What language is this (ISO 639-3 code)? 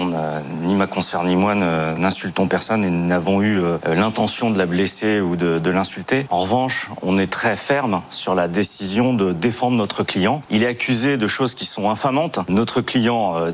fra